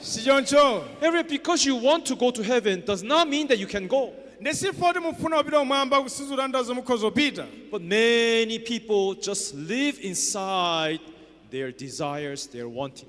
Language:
Nyanja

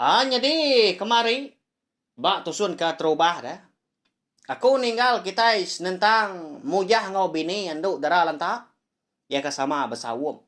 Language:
Iban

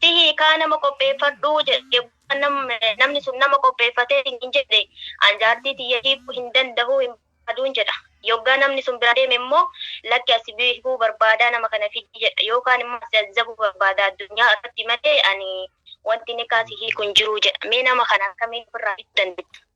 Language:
Oromo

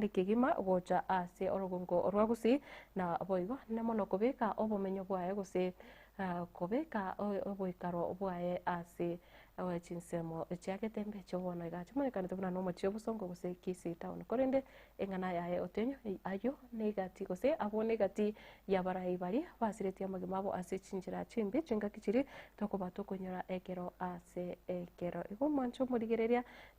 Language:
Gusii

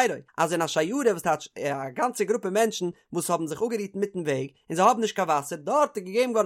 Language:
Yiddish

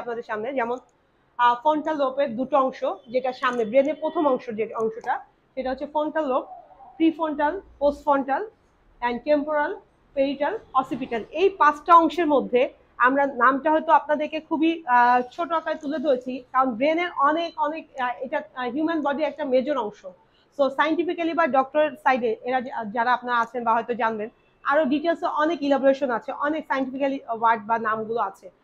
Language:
Bangla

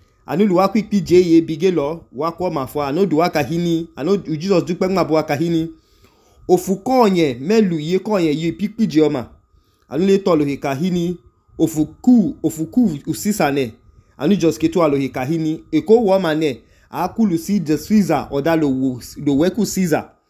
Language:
Idoma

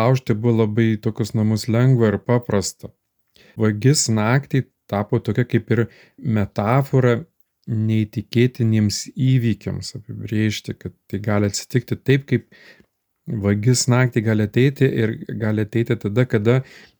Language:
Lithuanian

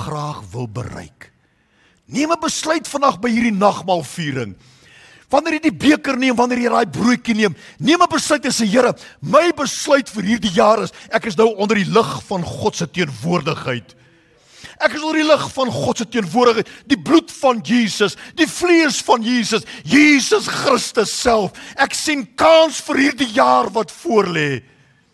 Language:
Afrikaans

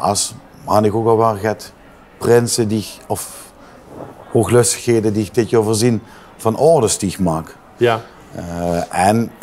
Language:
Limburgish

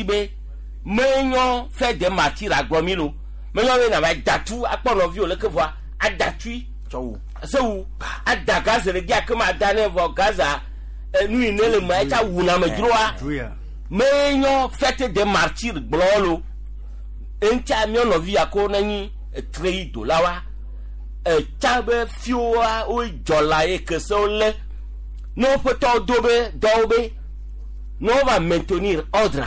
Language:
Gen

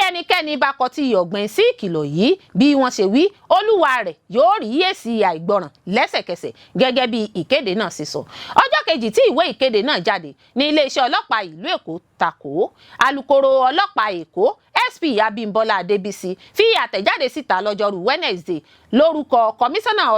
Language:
Yoruba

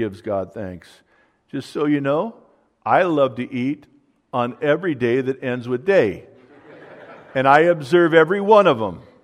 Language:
English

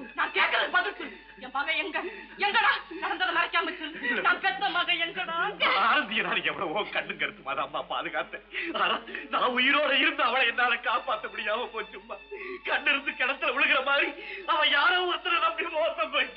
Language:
Tamil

